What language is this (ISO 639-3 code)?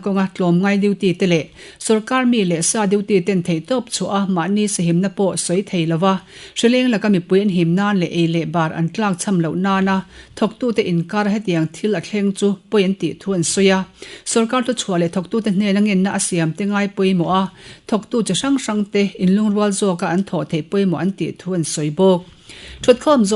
lus